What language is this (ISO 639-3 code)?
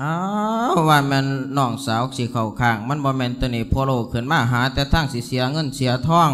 lao